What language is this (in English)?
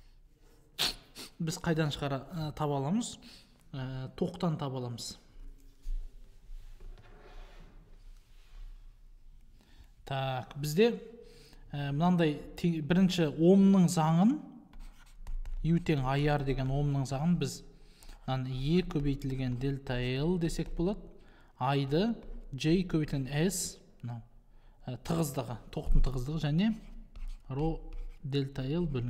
Kazakh